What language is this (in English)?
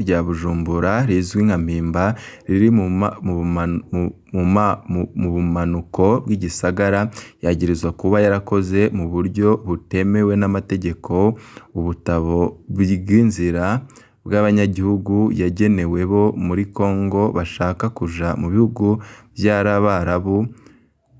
Rundi